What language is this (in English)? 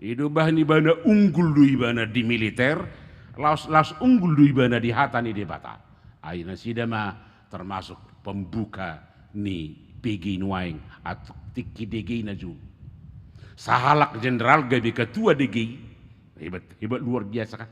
Batak Toba